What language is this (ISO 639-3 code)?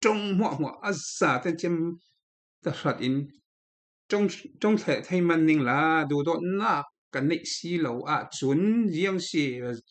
cfm